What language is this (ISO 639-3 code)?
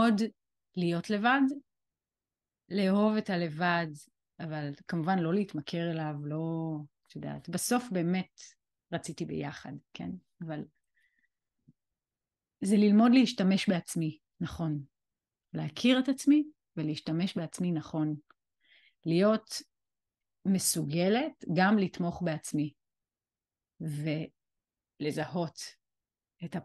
heb